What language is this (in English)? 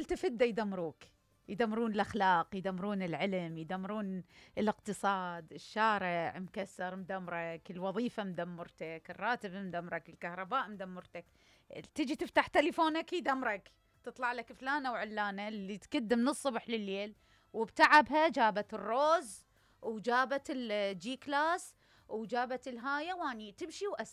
Mesopotamian Arabic